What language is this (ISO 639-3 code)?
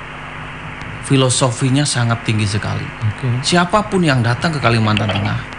ind